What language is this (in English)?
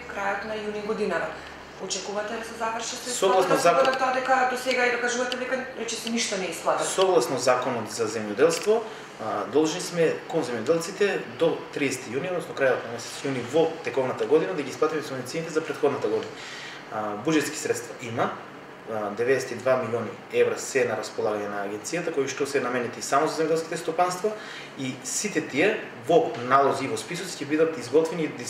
Macedonian